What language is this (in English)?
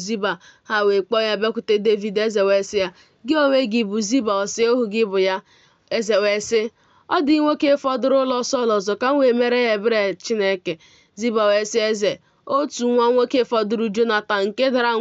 Igbo